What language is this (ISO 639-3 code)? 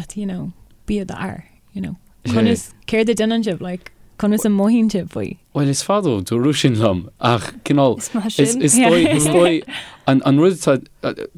gle